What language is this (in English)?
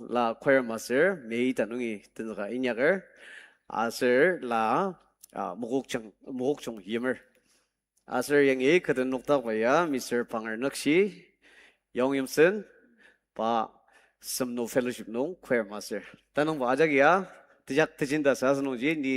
Ao Naga